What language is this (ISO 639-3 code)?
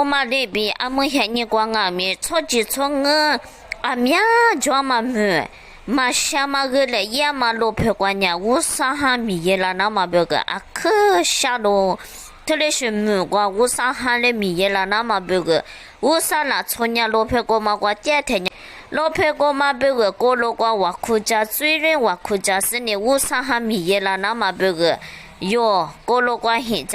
lis